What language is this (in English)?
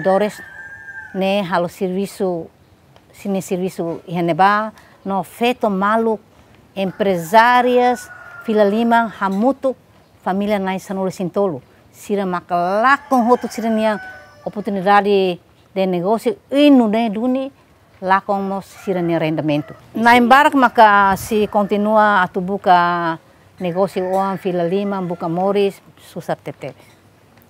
Tetum